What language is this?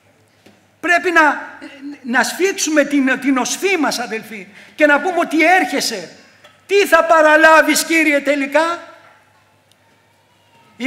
Greek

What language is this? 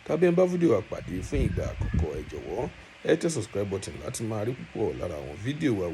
Yoruba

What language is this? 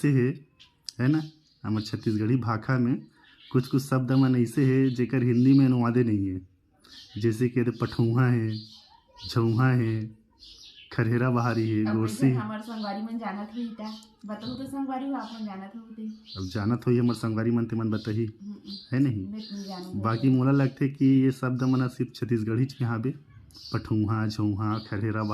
Chhattisgarhi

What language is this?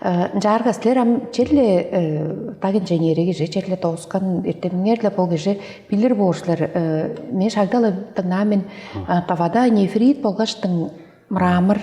Tuvinian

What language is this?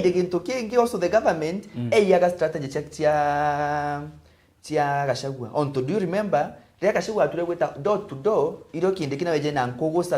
Meru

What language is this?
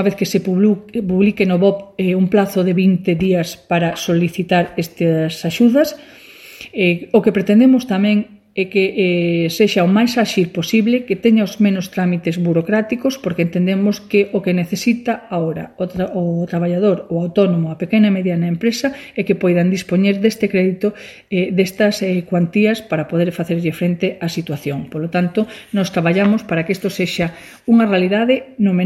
Galician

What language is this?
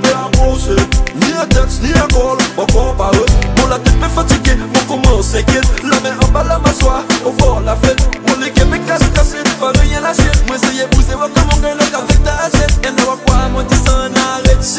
Seselwa Creole French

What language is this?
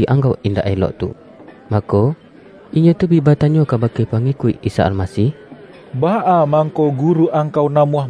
Minangkabau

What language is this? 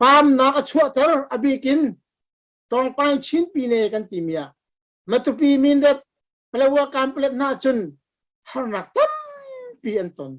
Hakha Chin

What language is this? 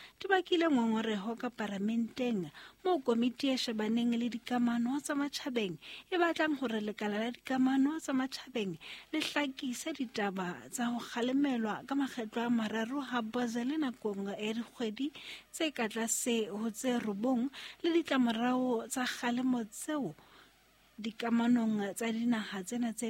Southern Sotho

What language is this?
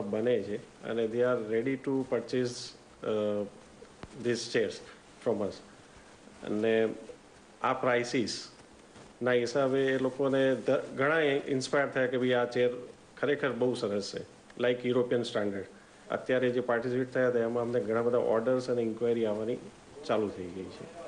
Gujarati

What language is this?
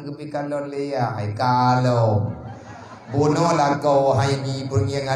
Achinese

